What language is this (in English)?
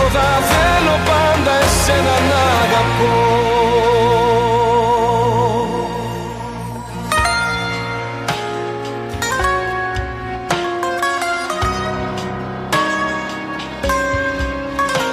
Greek